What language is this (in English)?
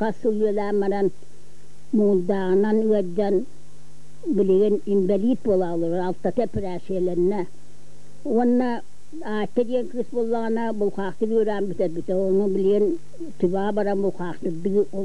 Yakut